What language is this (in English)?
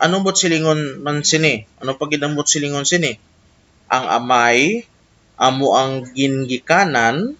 Hiligaynon